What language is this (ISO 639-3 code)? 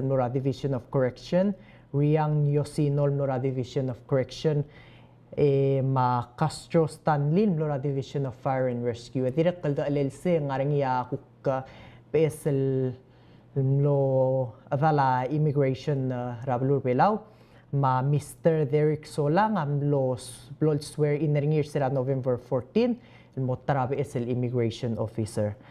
pau